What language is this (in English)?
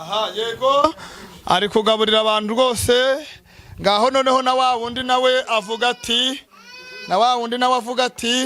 Kinyarwanda